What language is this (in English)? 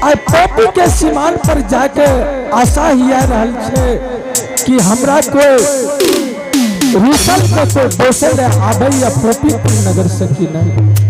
Angika